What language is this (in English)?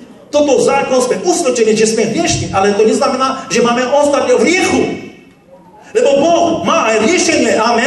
Slovak